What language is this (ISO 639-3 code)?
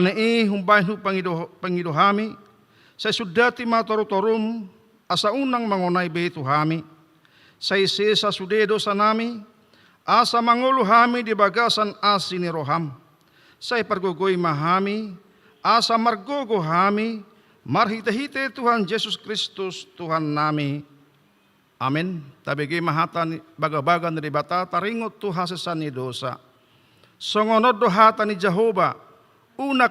bbc